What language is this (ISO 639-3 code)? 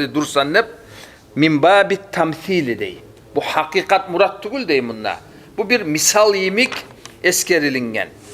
kum